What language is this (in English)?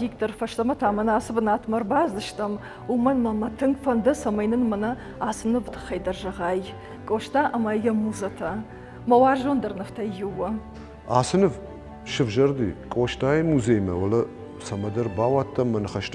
Ossetic